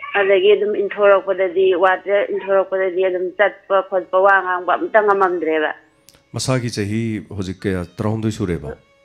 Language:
Manipuri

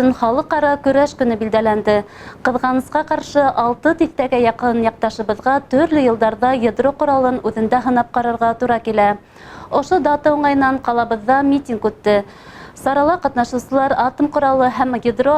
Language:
Bashkir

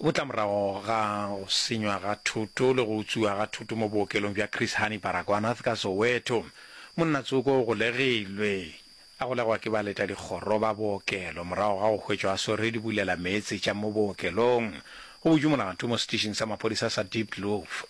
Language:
Northern Sotho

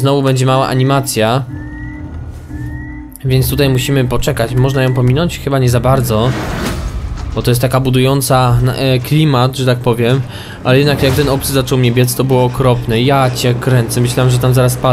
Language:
Polish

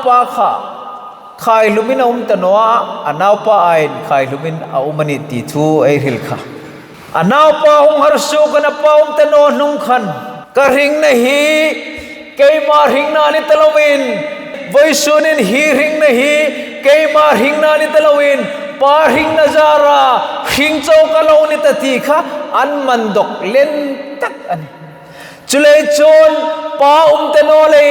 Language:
Hmar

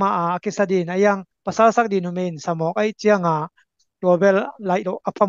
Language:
Tedim Chin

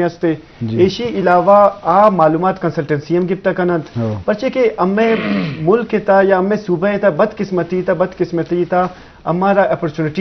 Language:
Eastern Balochi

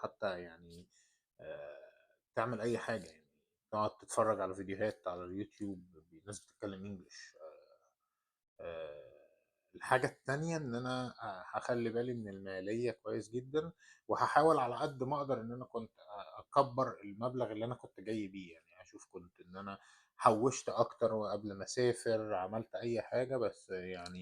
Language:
Egyptian Arabic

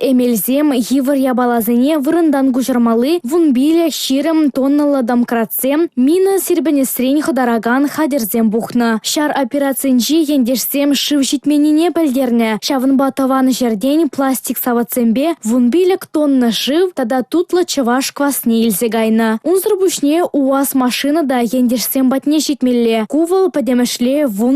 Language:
Chuvash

